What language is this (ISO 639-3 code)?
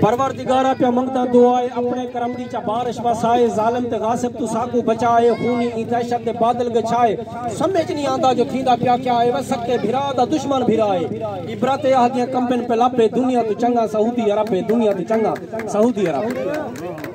skr